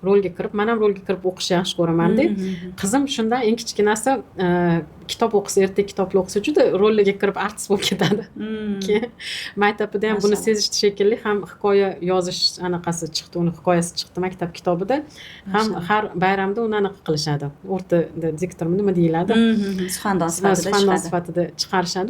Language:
Uzbek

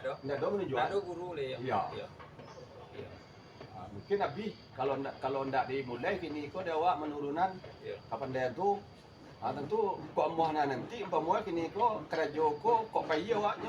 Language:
Minangkabau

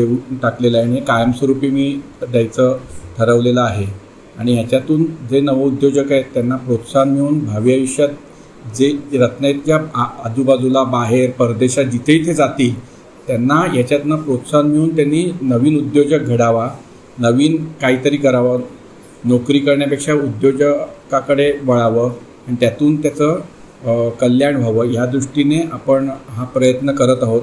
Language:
Marathi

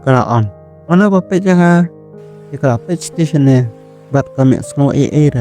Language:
Khasi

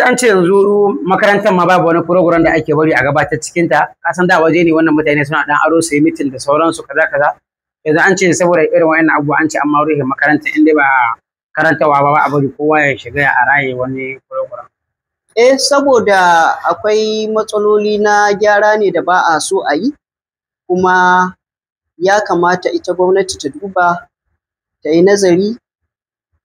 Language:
Hausa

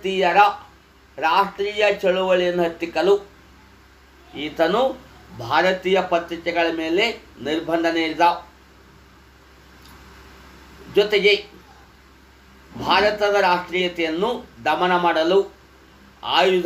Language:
Kannada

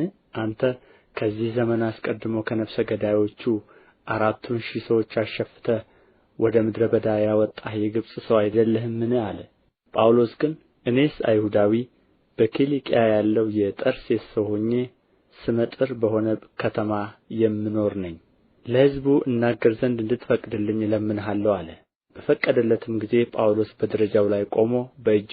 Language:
Amharic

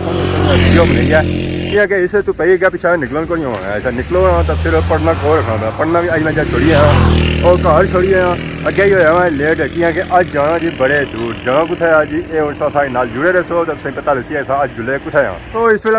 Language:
Pahari-Potwari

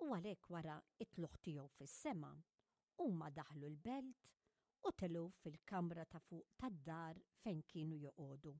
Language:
Maltese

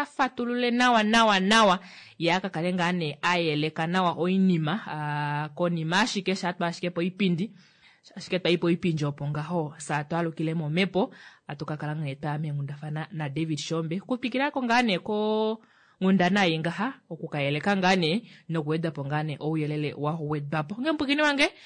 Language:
Kuanyama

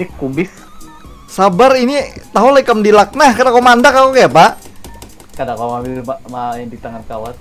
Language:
Banjar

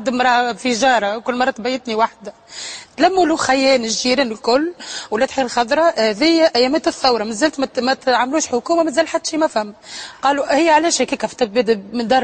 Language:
Tunisian Arabic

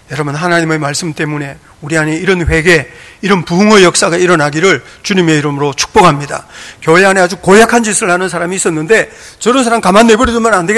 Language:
Korean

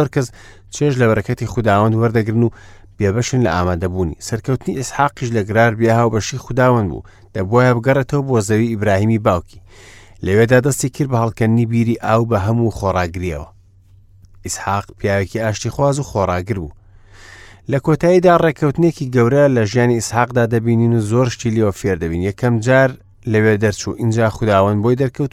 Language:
Central Kurdish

